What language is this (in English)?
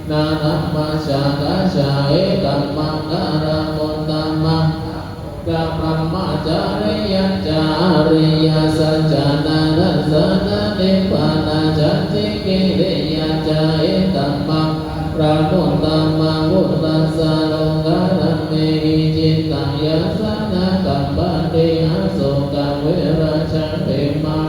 Pali